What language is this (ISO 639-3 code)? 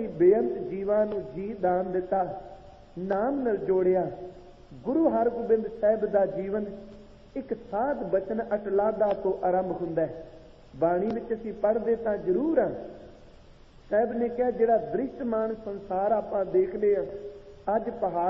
pan